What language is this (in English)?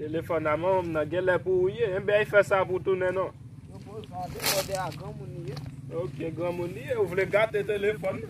Haitian Creole